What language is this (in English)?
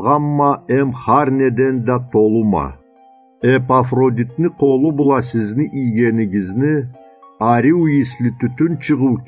Karachay-Balkar